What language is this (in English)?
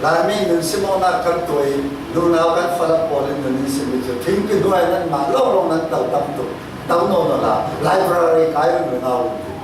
Falam Chin